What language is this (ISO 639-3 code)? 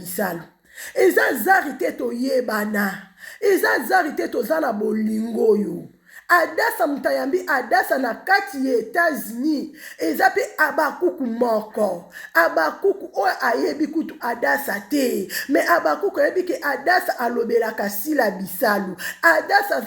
lin